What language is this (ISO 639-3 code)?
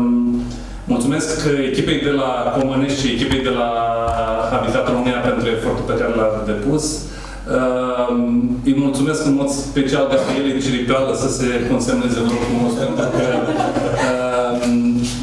ron